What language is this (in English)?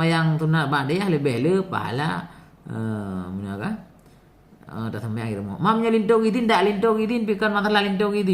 Achinese